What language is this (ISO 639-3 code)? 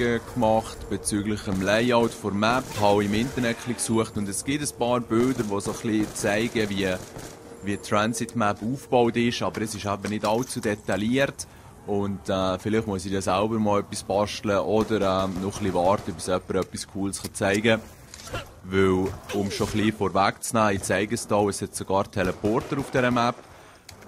gsw